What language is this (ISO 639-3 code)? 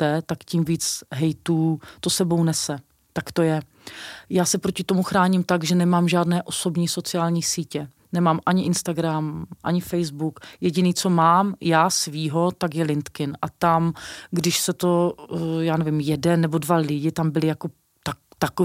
ces